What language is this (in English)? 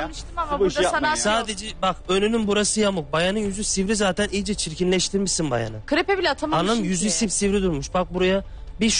Turkish